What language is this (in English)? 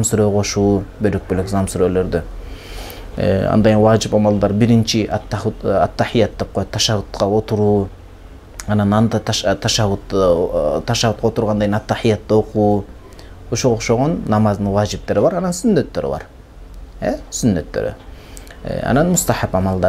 Kyrgyz